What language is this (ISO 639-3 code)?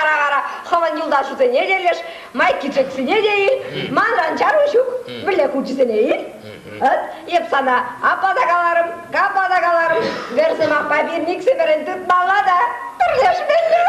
chv